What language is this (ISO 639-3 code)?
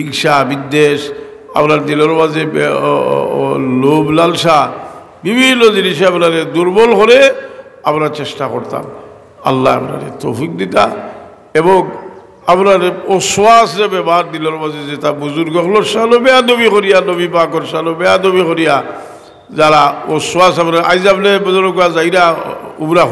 syl